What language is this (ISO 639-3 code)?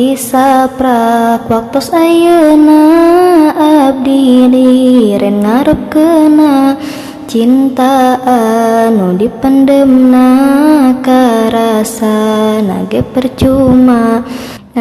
sun